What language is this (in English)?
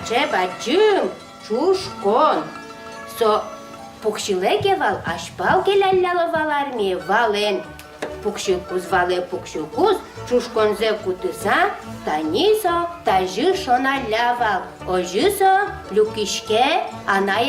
Udmurt